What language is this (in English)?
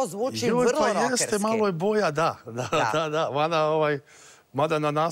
Serbian